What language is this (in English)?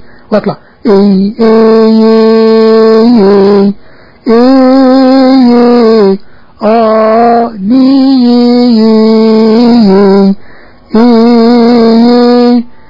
Arabic